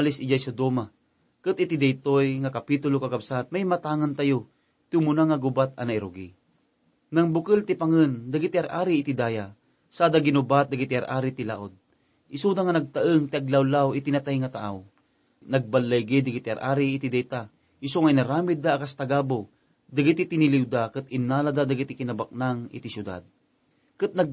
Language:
Iloko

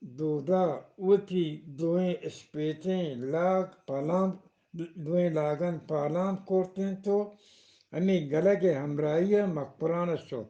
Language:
Eastern Balochi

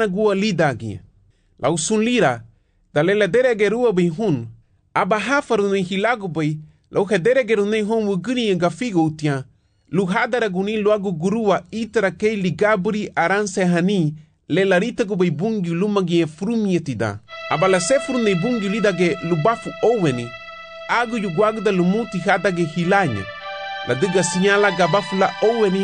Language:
Garifuna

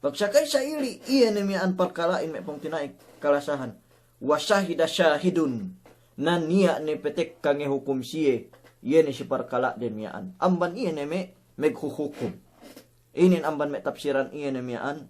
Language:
Yakan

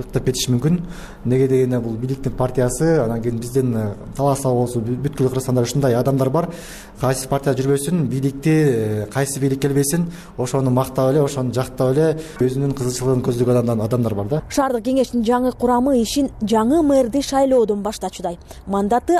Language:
Kyrgyz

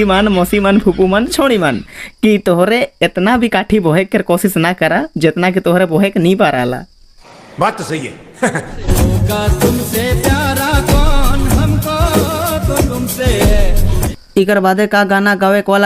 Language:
Sadri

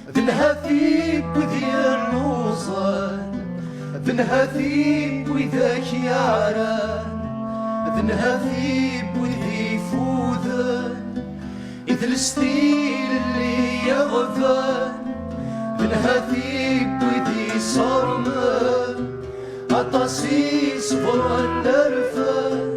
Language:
Kabyle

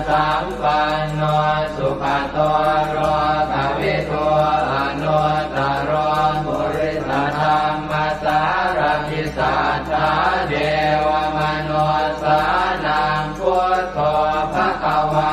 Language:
Pali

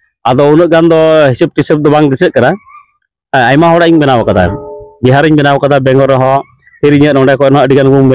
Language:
Santali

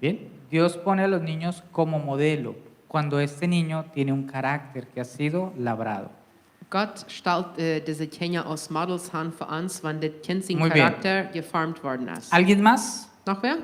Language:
Plautdietsch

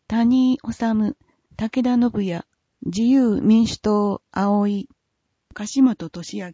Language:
Japanese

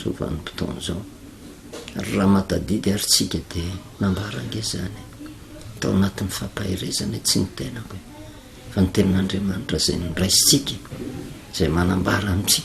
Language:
Malagasy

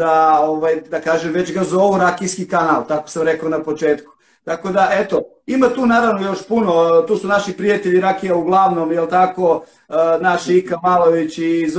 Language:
Serbian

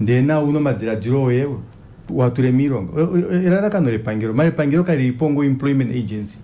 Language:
Kuanyama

